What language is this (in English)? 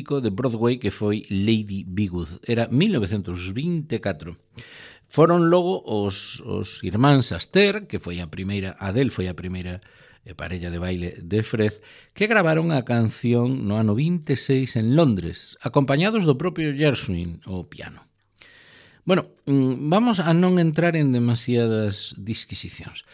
Galician